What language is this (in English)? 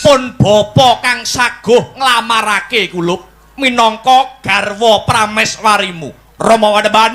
Javanese